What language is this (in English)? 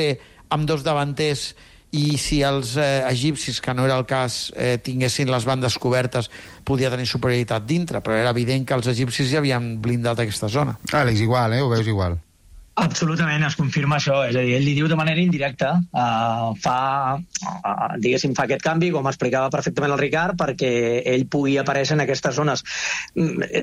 Catalan